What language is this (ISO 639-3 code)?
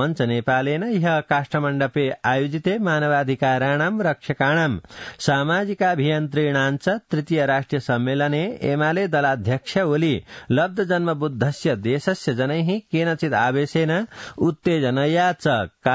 san